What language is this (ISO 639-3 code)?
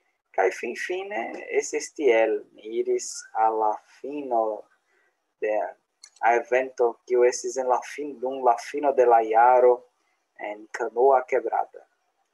epo